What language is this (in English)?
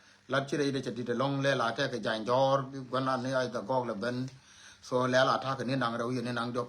Nuer